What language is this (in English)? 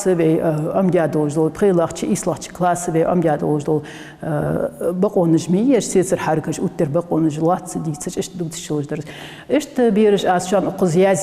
Ingush